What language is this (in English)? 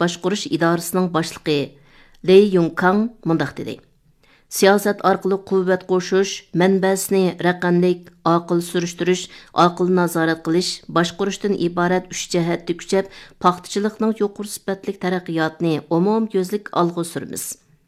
Uyghur